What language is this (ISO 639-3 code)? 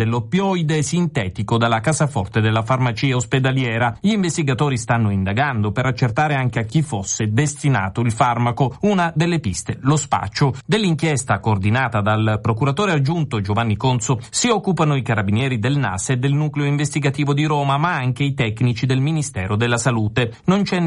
ita